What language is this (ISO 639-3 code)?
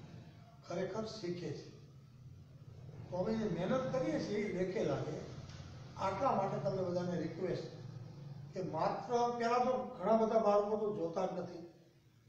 guj